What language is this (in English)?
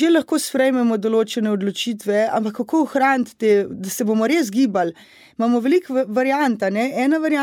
Slovenian